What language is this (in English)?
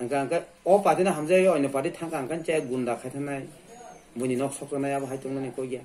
Kok Borok